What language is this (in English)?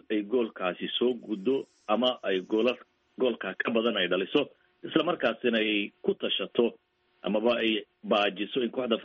Somali